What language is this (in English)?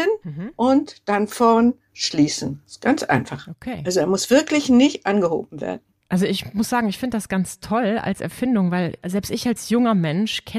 German